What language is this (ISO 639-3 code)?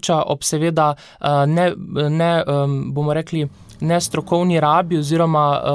slv